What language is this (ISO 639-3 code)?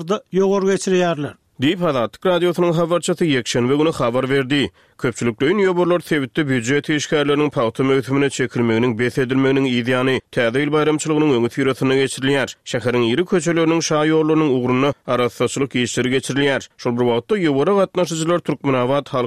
tuk